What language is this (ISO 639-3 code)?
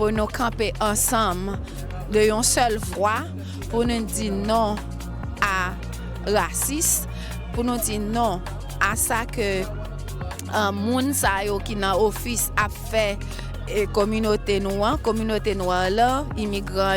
hat